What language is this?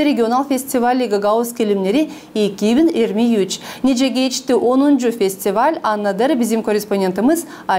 Gagauz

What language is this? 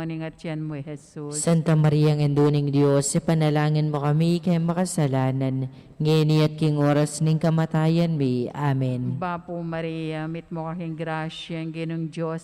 Pampanga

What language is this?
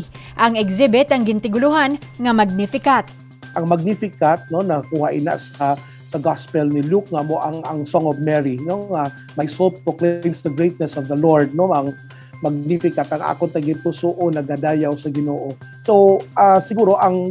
Hiligaynon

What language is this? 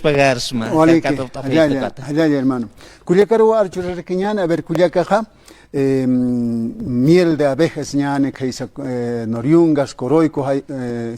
Aymara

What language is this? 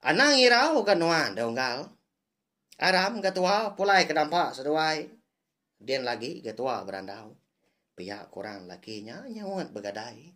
Iban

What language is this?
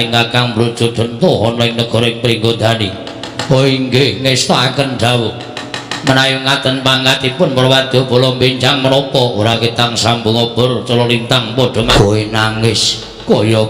Javanese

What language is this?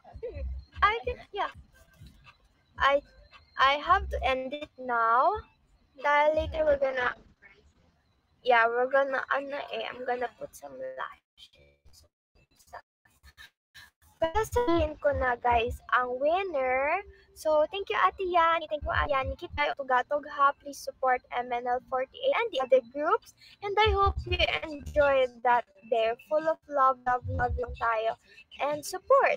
Filipino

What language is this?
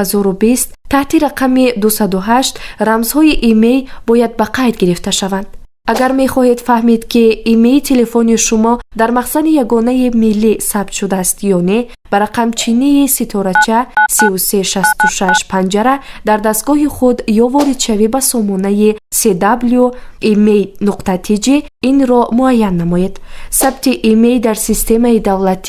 Tajik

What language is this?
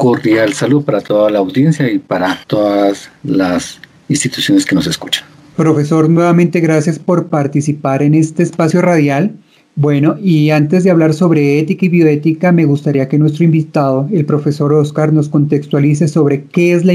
Spanish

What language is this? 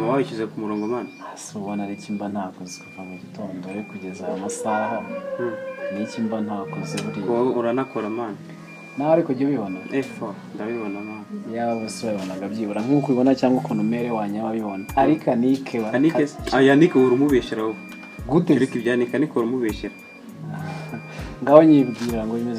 Kinyarwanda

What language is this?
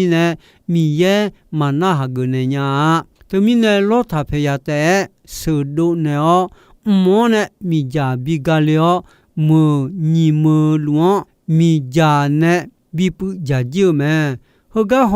Akha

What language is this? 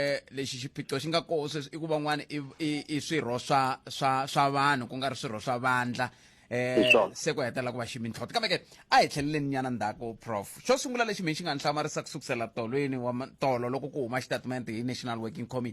Tsonga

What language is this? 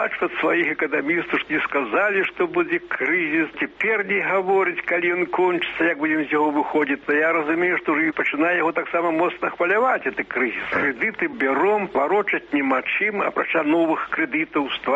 Belarusian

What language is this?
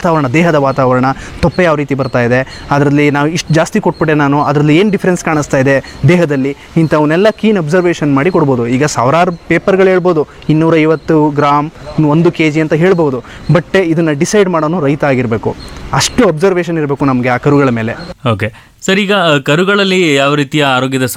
Kannada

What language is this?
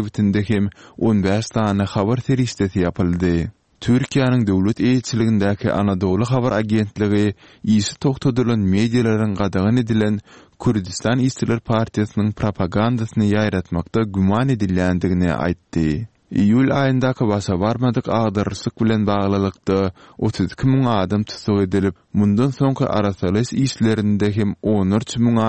Turkmen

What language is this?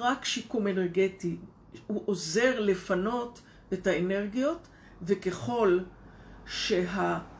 Hebrew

